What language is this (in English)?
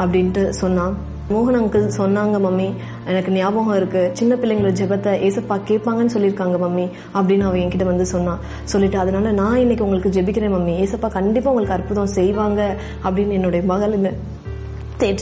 Tamil